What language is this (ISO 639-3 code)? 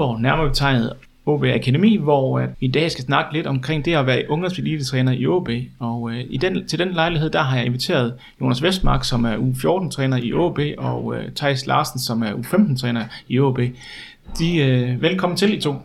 dan